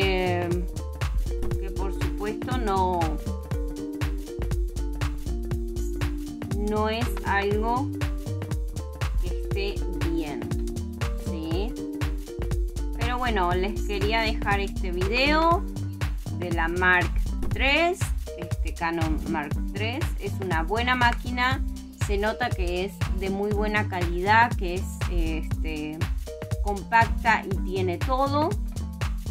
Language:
Spanish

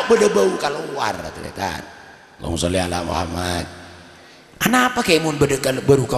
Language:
Madurese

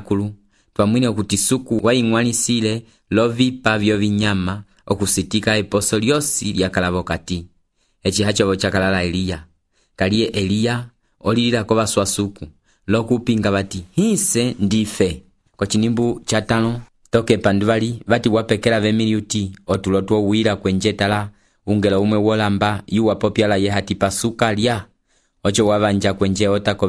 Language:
Umbundu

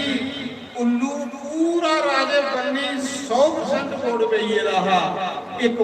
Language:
Dogri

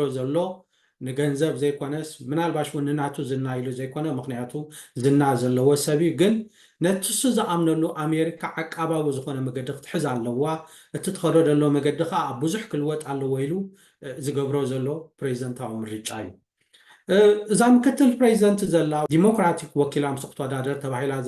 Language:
Tigrinya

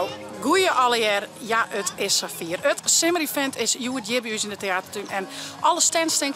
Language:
Western Frisian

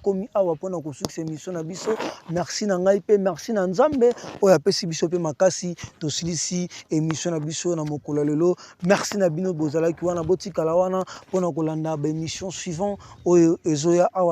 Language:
Lingala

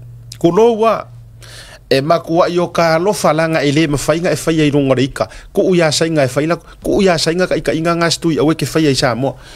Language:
Samoan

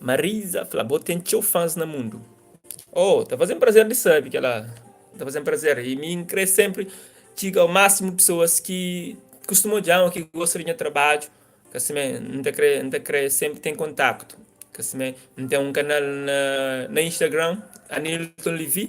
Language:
Kabuverdianu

